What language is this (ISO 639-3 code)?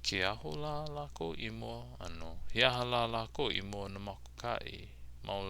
haw